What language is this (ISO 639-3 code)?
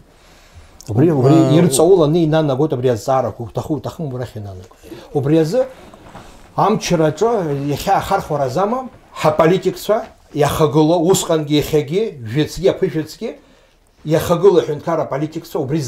abk